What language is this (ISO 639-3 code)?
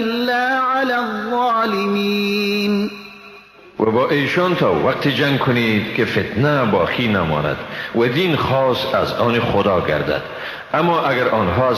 fas